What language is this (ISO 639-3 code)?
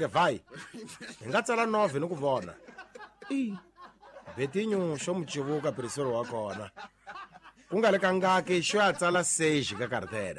tso